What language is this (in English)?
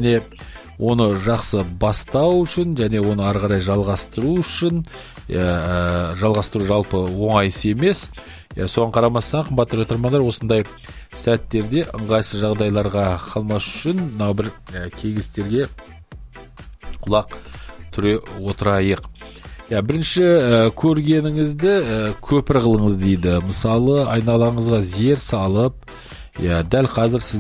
Kazakh